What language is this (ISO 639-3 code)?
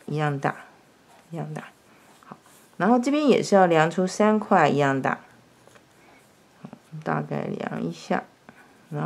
zho